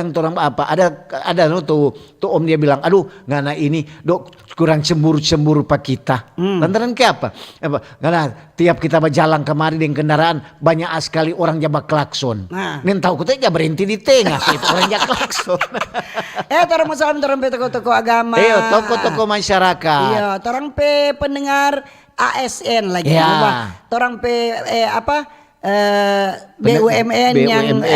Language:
Manado Malay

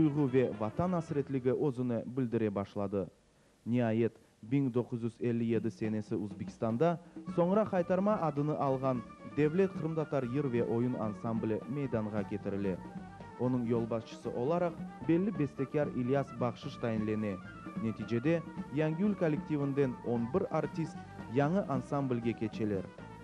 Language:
Crimean Tatar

